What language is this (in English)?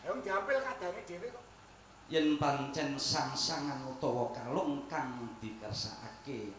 Javanese